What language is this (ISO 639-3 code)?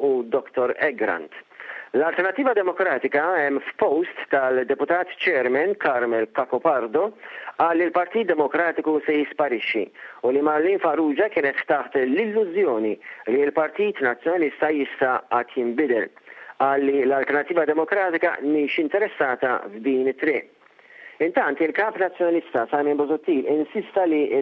mlt